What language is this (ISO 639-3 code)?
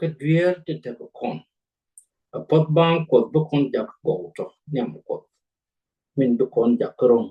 nus